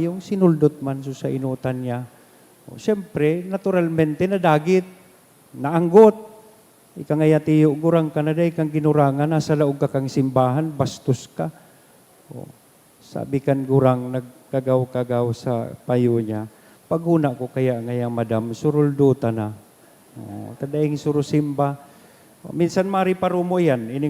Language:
Bikol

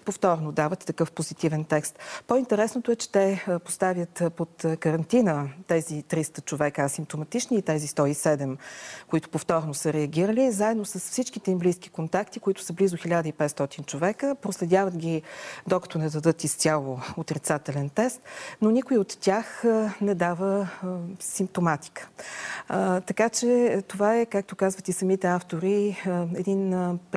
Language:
Bulgarian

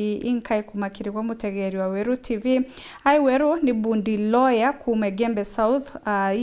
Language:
Meru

